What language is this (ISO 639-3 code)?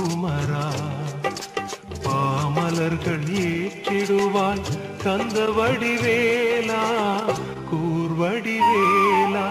tam